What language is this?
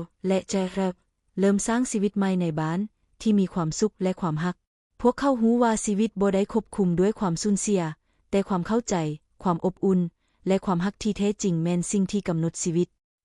Lao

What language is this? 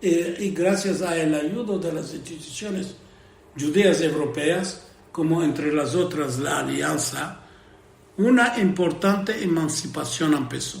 Ladino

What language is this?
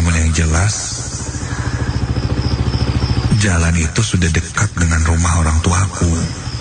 Indonesian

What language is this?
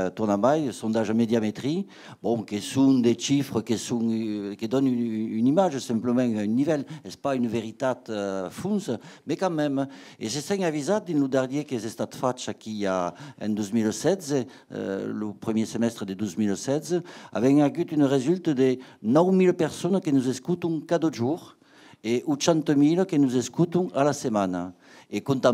Occitan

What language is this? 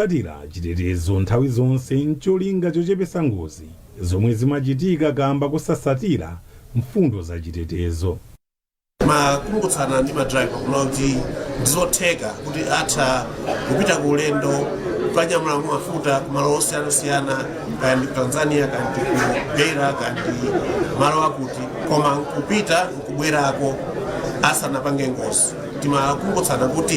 Nyanja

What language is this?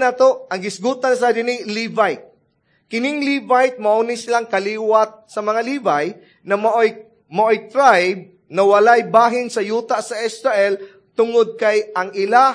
Cebuano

